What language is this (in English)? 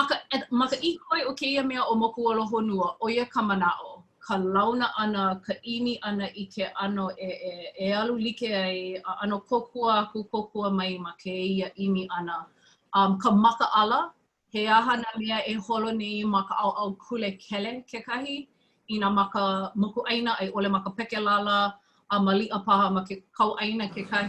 Hawaiian